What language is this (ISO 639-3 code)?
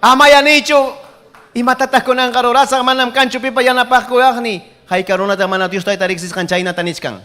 quy